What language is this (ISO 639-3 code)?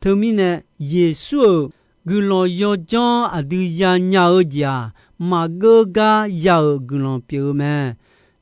ahk